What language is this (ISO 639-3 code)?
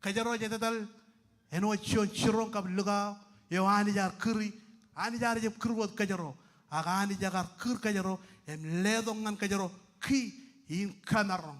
mah